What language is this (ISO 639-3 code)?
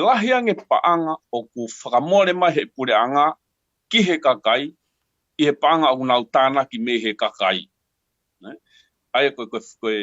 ton